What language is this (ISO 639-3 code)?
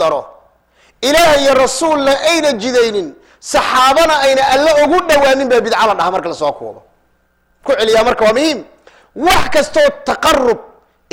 som